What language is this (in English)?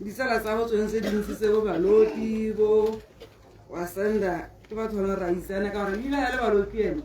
Tswana